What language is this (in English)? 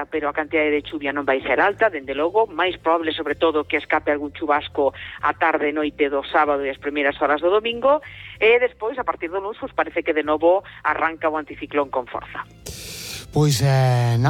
Galician